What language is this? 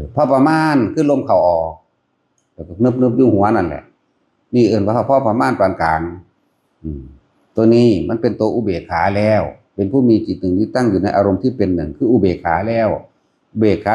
Northeastern Thai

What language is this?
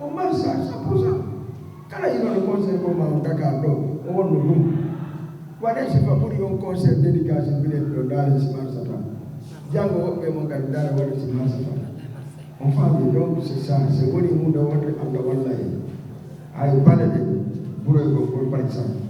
Fula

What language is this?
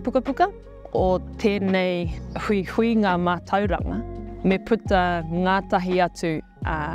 Māori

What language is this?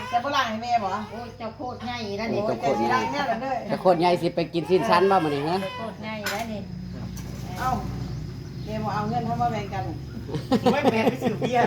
Northeastern Thai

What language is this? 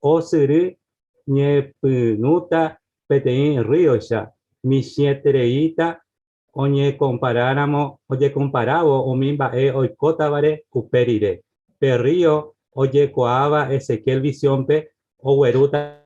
Guarani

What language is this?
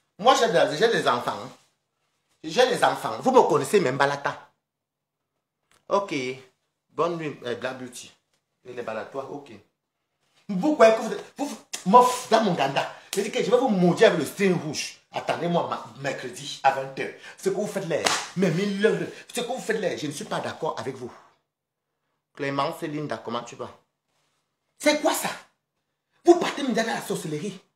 French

